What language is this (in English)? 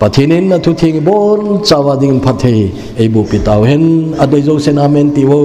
Thado Chin